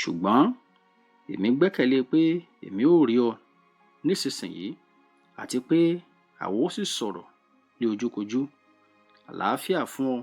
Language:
Yoruba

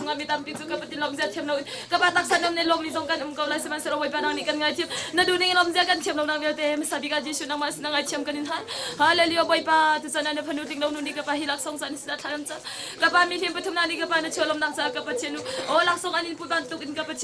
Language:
Hakha Chin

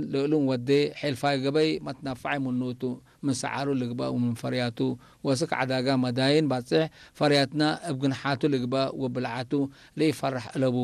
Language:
Tigre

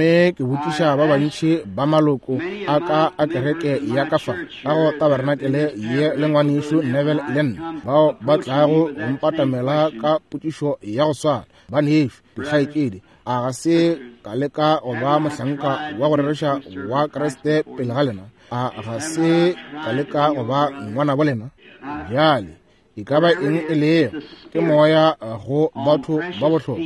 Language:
Northern Sotho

